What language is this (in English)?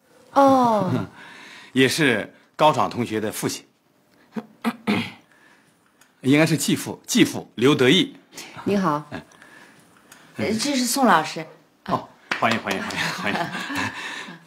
Chinese